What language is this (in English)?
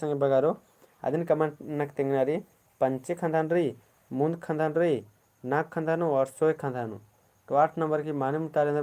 Kurukh